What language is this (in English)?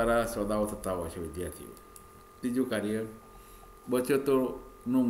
Gujarati